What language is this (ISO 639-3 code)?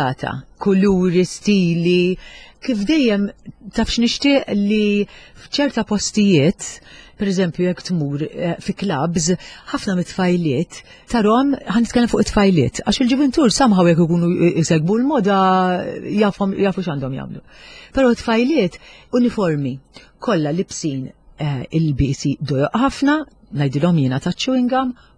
mlt